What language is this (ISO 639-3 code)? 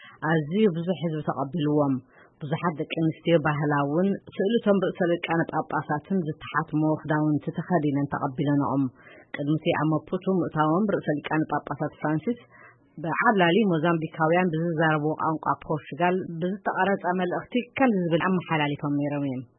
tir